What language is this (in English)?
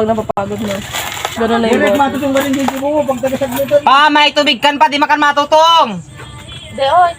Bikol